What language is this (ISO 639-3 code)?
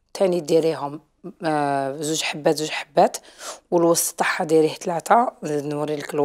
arq